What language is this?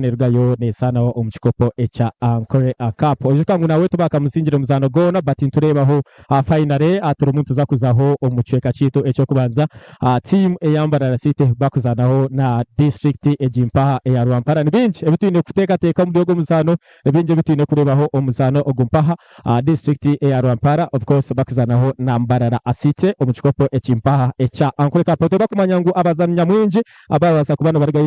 Nyankole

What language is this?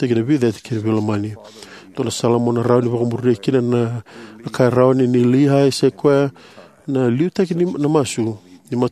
Fijian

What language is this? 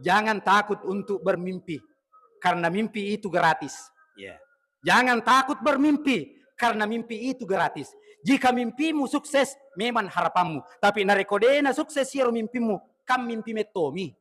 Buginese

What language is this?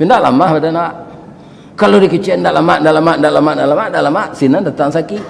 Minangkabau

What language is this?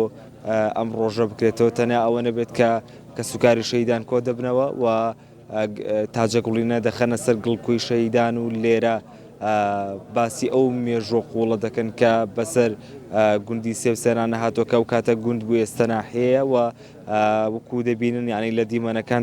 Central Kurdish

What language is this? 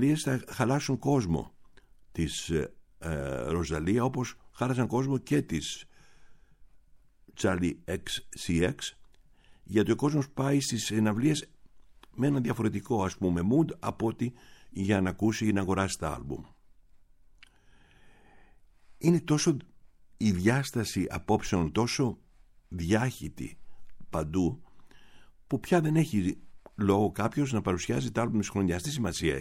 Greek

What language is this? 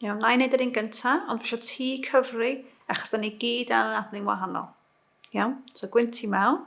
Welsh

